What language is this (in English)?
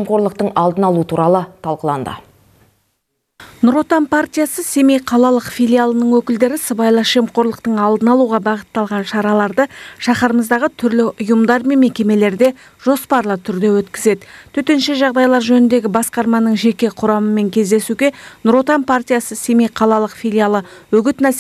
Kazakh